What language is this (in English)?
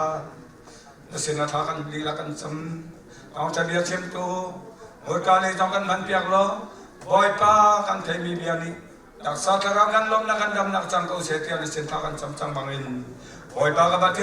Hakha Chin